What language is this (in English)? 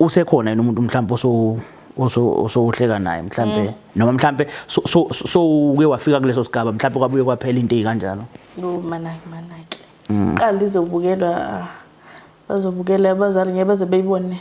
Zulu